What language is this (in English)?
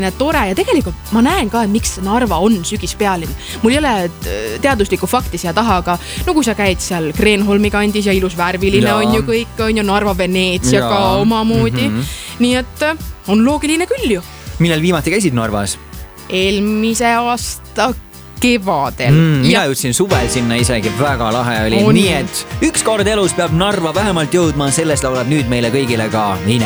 Estonian